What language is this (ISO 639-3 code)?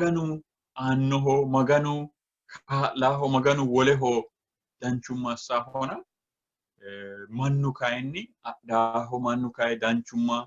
sid